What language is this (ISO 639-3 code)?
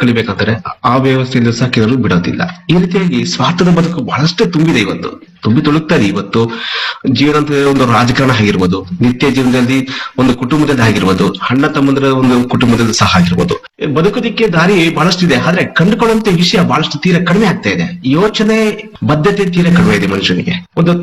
kan